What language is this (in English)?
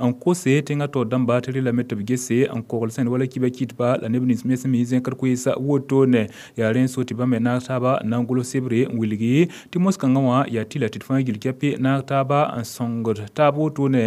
Mossi